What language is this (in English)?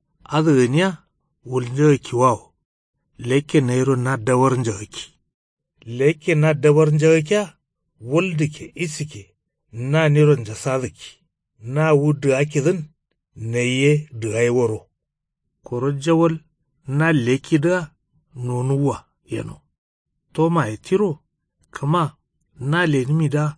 Kanuri